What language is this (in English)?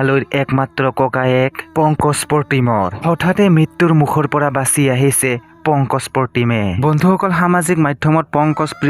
Assamese